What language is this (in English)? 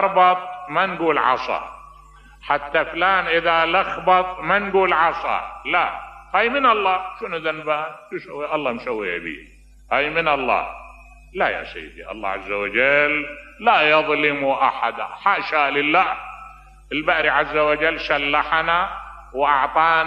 Mesopotamian Arabic